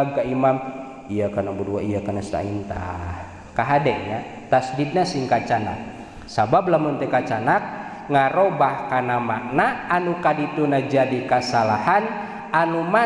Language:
Sundanese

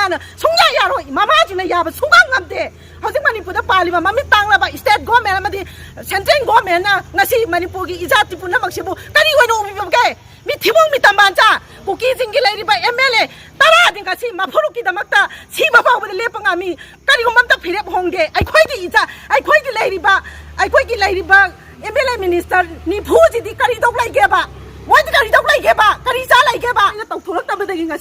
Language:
Manipuri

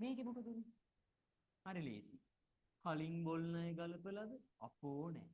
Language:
Sinhala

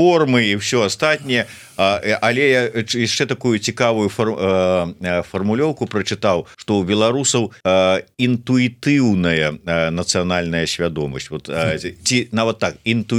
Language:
Belarusian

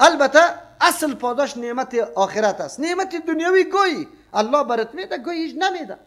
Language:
Persian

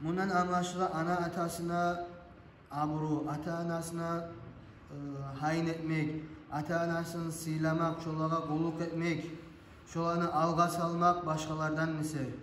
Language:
Kumyk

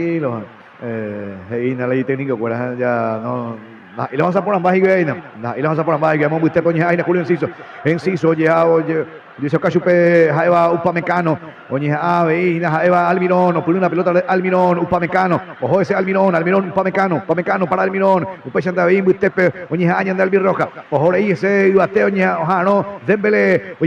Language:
Guarani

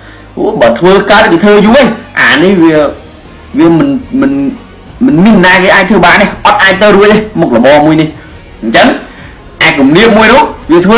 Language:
Khmer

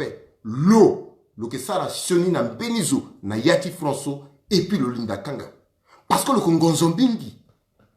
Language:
Sango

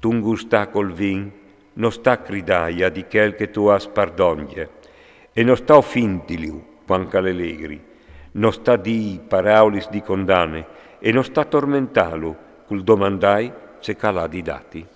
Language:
Friulian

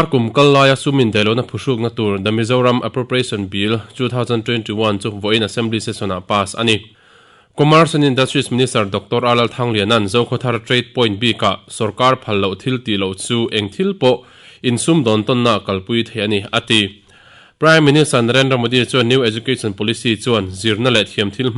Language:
Mizo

